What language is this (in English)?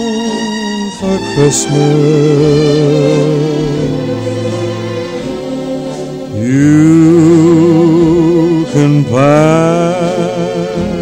English